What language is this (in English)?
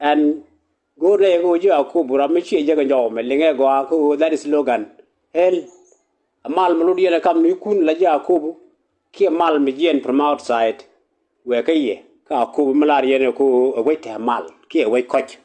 Nuer